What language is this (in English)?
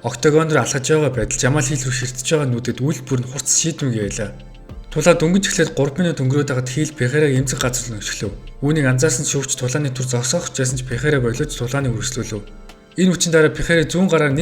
Mongolian